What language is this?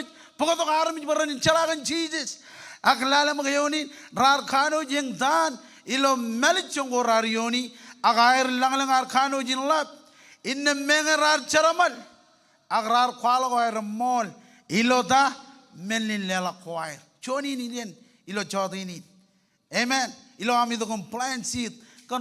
Marshallese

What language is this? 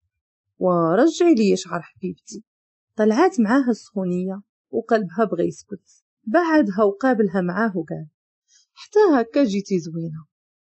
Moroccan Arabic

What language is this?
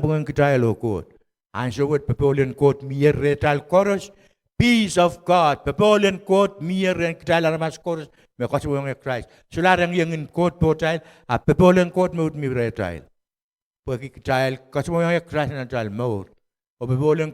Pohnpeian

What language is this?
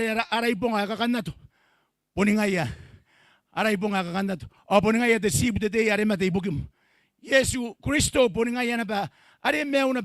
Gilbertese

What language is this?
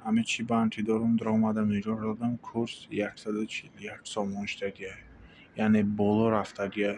Tajik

